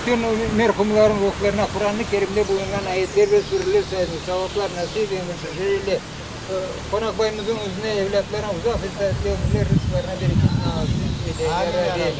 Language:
Crimean Tatar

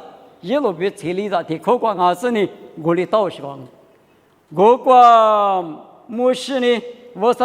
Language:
Lisu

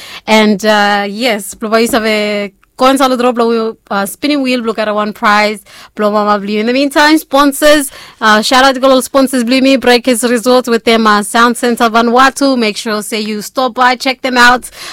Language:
Bislama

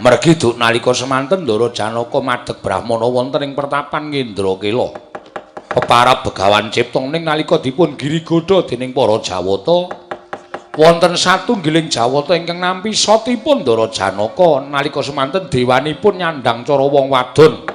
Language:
Javanese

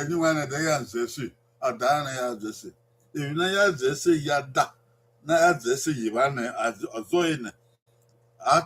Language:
Bini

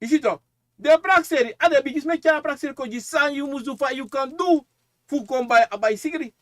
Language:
Sranan Tongo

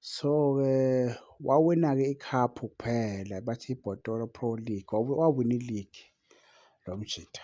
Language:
Zulu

